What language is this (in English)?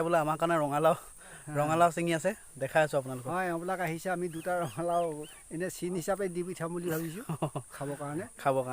Assamese